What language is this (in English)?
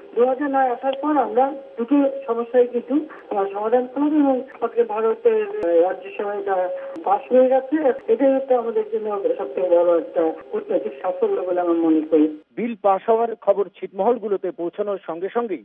Bangla